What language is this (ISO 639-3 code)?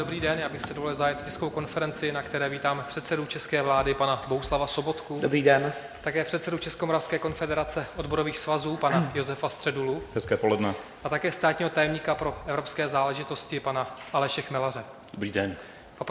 ces